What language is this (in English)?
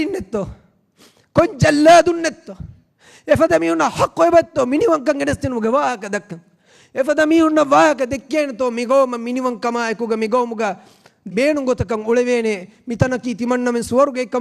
Divehi